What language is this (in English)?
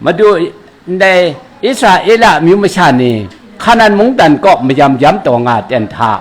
Kachin